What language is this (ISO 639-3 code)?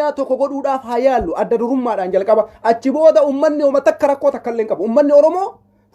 orm